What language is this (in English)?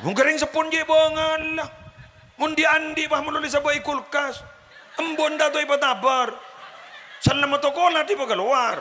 Madurese